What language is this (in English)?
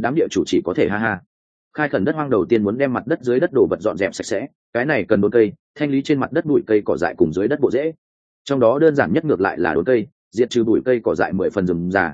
Vietnamese